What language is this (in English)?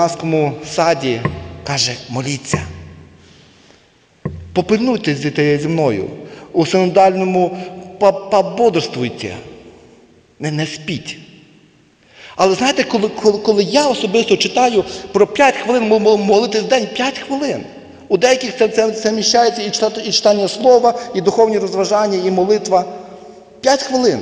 Ukrainian